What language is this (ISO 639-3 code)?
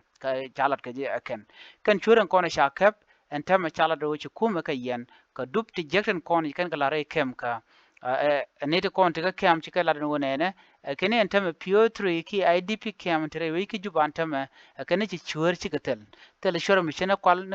nus